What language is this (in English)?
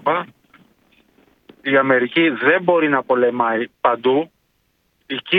Greek